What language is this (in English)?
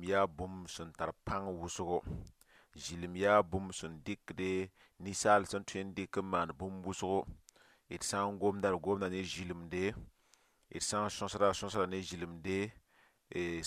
Mossi